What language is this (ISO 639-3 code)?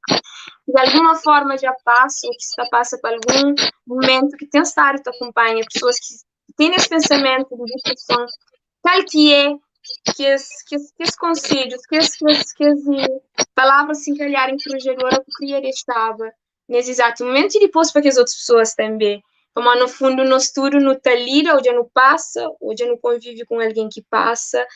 kea